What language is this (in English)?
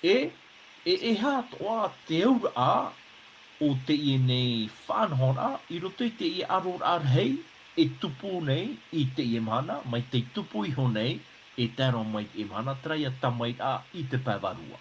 Tahitian